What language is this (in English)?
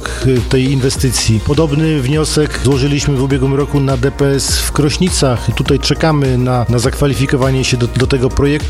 Polish